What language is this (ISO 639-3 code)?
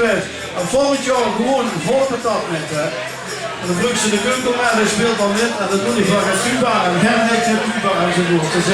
lim